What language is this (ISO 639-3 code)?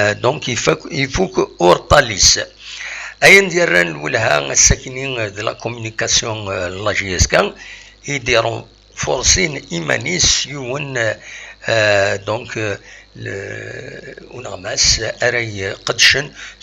kab